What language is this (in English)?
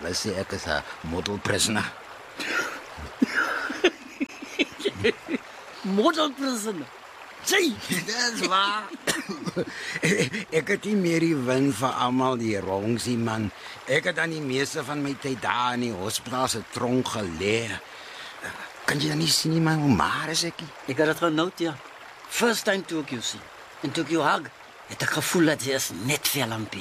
Afrikaans